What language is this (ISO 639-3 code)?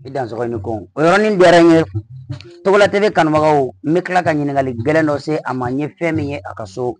bam